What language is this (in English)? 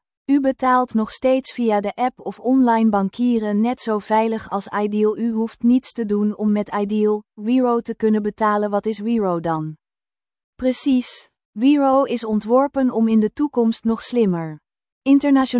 Dutch